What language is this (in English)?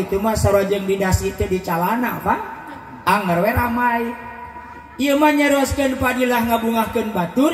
Sundanese